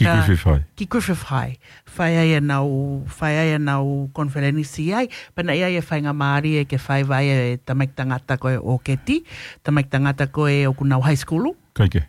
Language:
Tongan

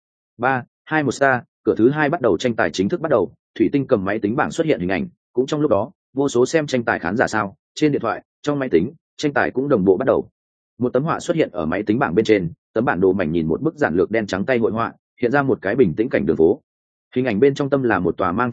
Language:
Vietnamese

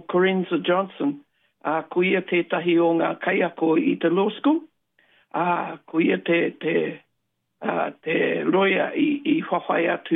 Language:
Māori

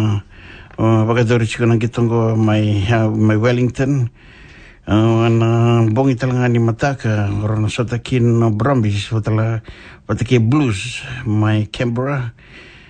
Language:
Fijian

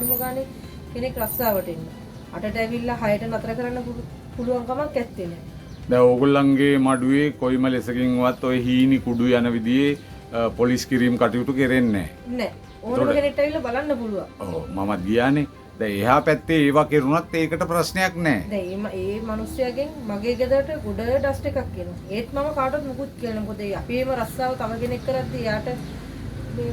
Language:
Sinhala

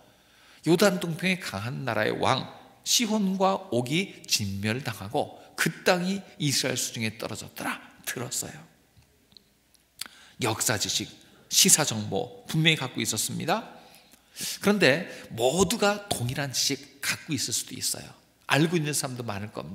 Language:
Korean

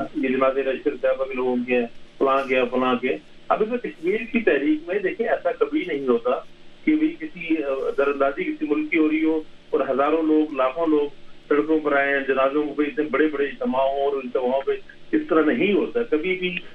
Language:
Urdu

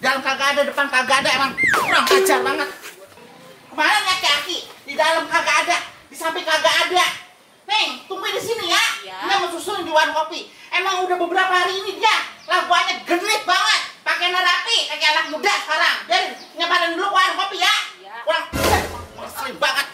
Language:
Betawi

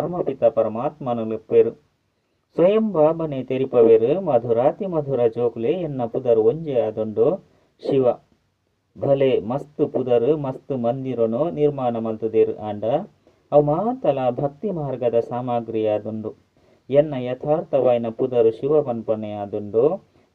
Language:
Tulu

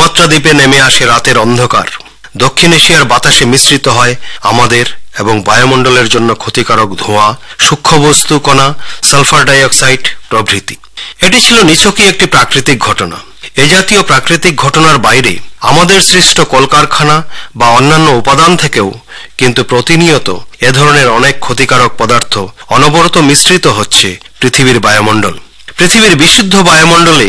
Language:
Bangla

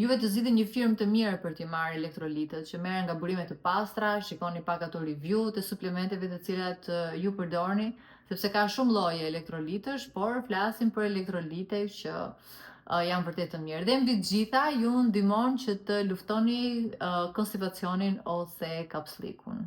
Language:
Albanian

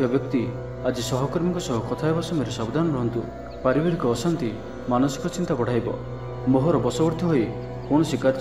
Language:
Odia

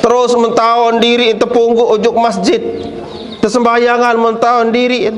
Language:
Sasak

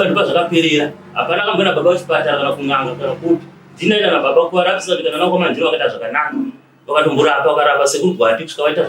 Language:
Shona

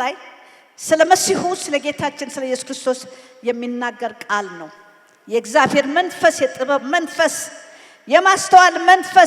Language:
Amharic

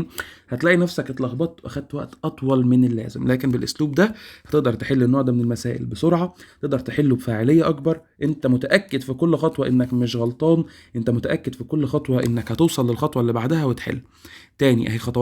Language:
Egyptian Arabic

